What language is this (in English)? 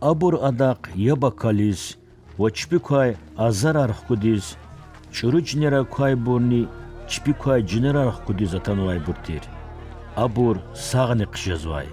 Lezghian